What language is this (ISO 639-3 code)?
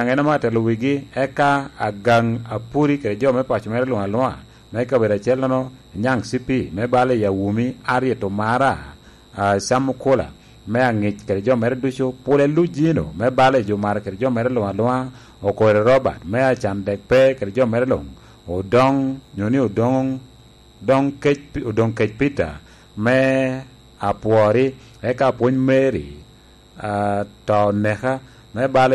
laj